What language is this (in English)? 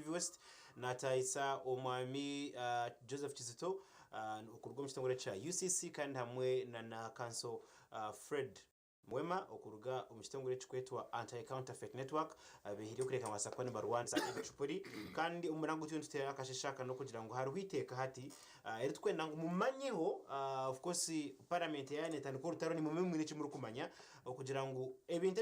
Nyankole